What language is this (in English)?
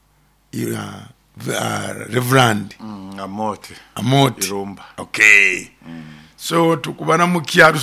Nyoro